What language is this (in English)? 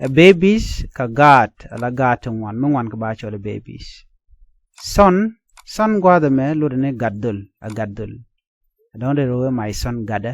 Nuer